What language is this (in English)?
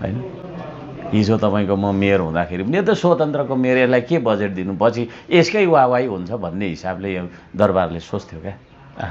Nepali